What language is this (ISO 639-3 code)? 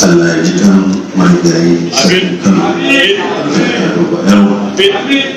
hau